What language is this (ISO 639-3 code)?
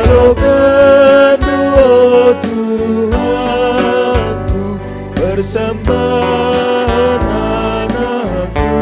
btx